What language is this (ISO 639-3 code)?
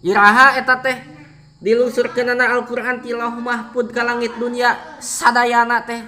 sun